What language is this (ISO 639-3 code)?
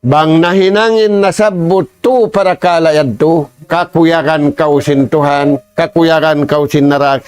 tsg